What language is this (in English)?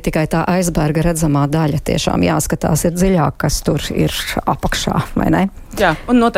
Latvian